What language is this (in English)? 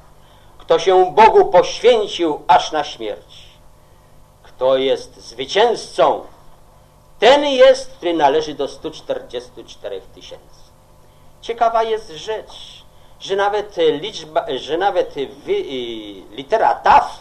Polish